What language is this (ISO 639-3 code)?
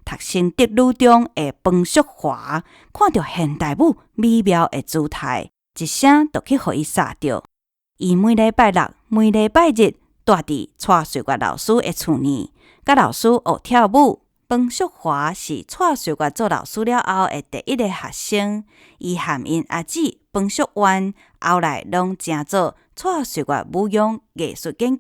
nan